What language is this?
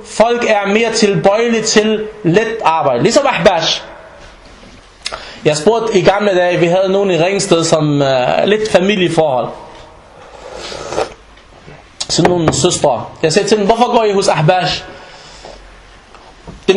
Danish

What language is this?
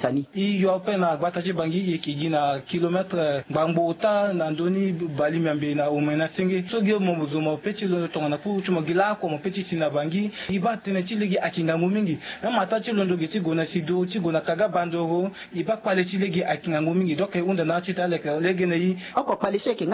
Sango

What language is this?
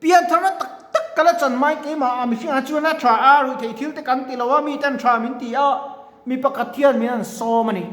Mizo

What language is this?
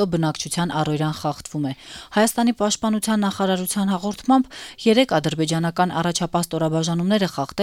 Armenian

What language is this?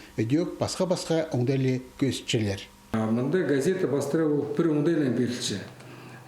Khakas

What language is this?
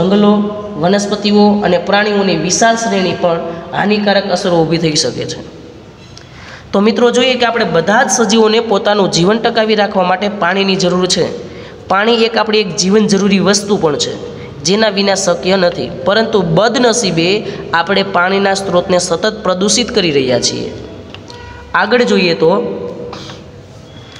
Gujarati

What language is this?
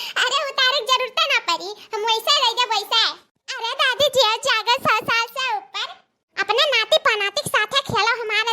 Awadhi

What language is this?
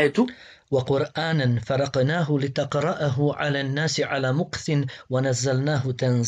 Bosnian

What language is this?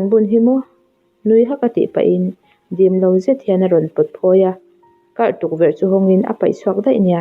Mizo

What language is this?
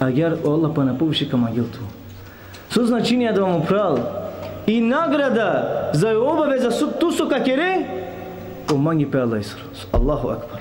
Balkan Romani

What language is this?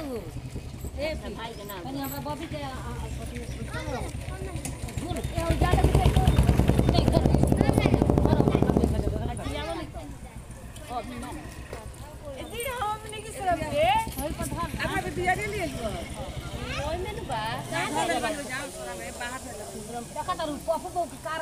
Bhojpuri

